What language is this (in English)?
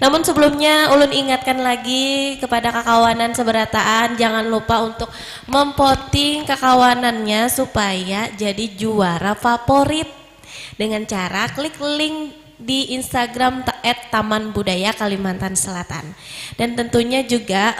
Banjar